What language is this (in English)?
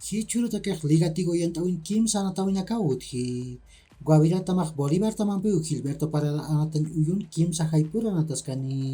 Aymara